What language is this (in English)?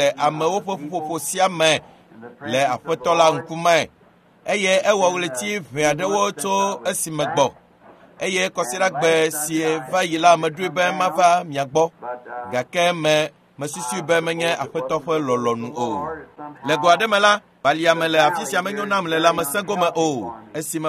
Ewe